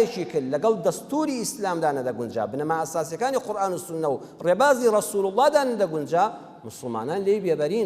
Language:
Central Kurdish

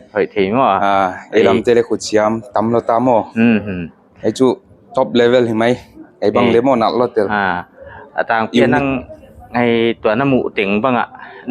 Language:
Paite Chin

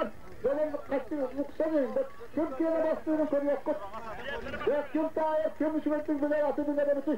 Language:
Yakut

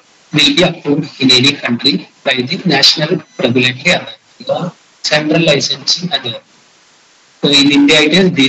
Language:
English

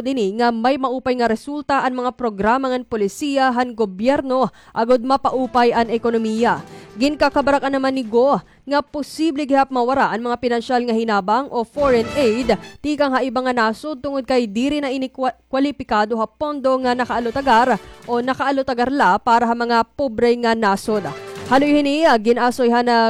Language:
Waray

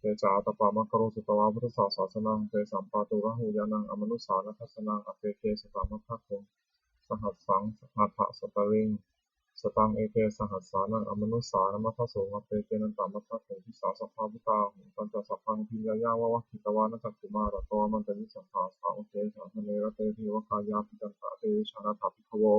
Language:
Pali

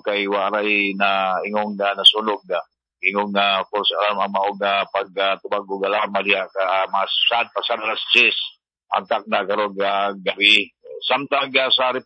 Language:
Cebuano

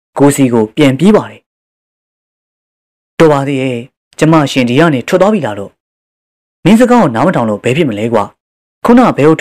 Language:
Burmese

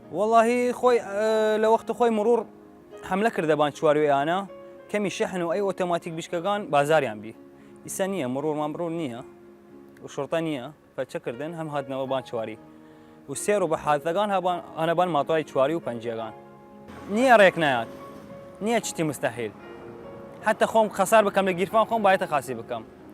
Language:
Southern Kurdish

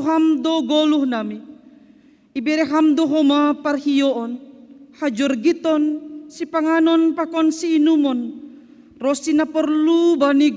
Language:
Batak Simalungun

